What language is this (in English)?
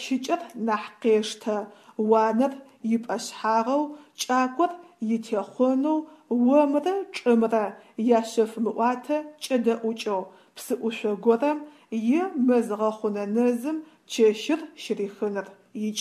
Adyghe